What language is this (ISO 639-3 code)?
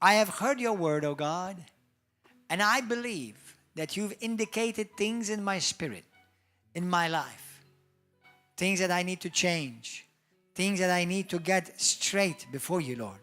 eng